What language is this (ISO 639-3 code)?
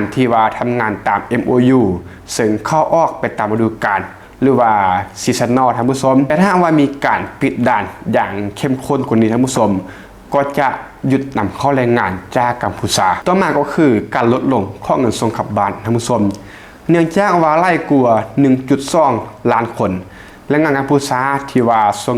lao